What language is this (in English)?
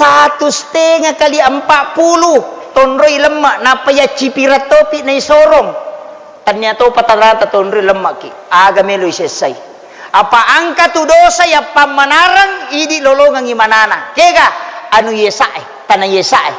Buginese